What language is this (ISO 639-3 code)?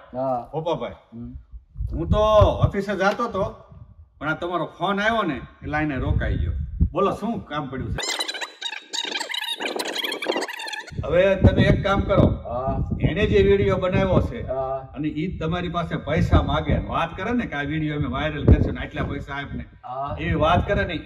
guj